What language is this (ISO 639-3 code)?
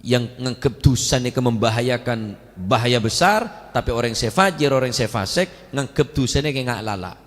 mad